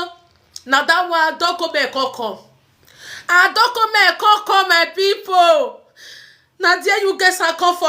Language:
Nigerian Pidgin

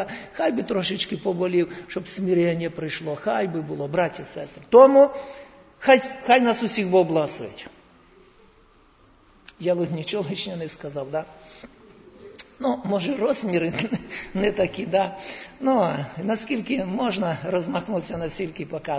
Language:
Ukrainian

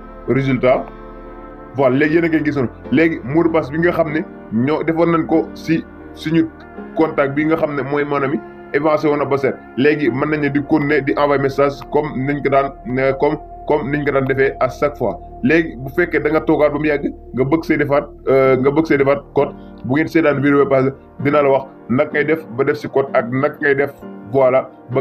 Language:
Wolof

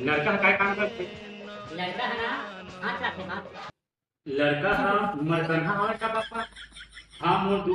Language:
Chhattisgarhi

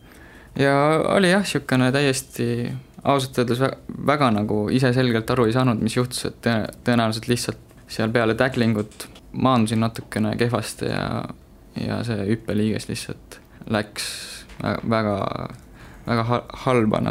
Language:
Estonian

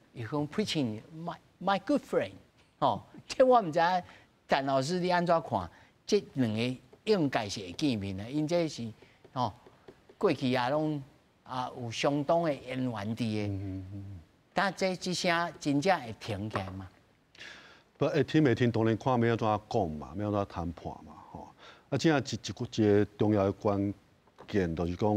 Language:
Min Nan Chinese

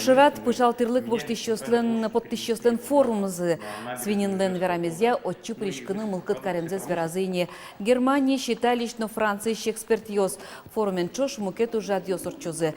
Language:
Udmurt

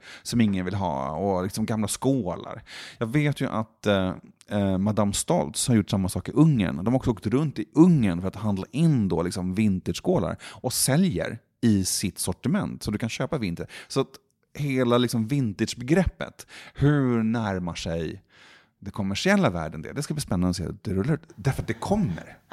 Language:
Swedish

